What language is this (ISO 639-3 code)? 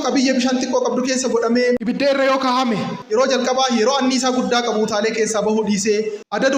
orm